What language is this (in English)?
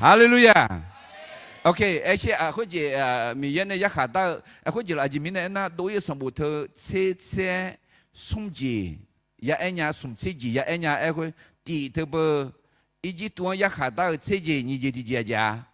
Akha